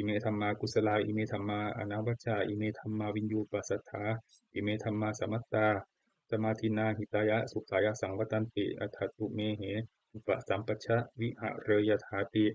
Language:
Pali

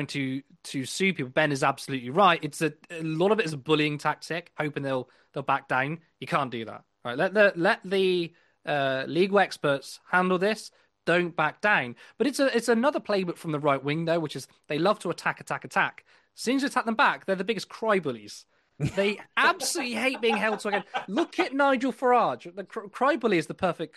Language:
English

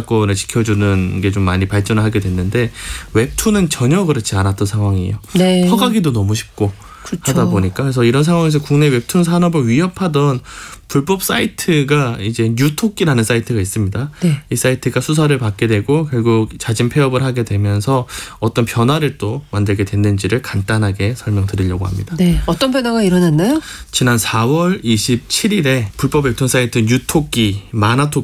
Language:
Korean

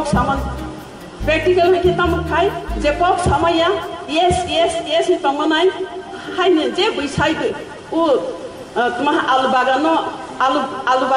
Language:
Riang (India)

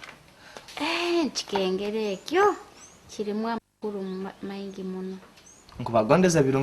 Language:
Nyoro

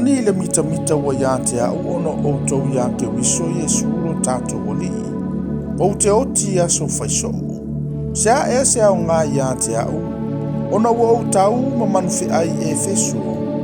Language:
Samoan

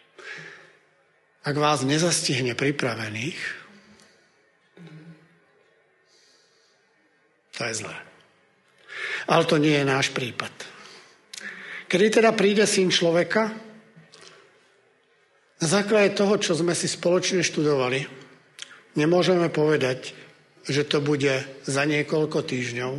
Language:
Slovak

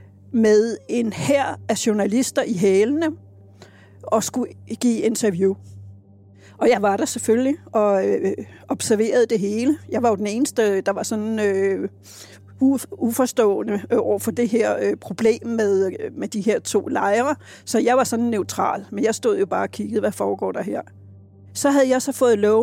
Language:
Danish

